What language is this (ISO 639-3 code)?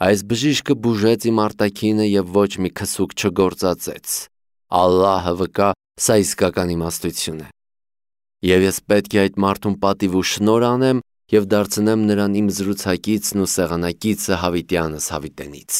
hye